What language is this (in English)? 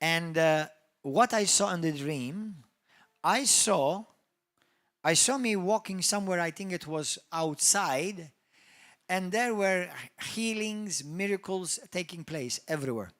English